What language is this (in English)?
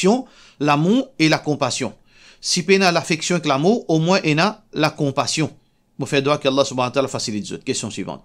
Morisyen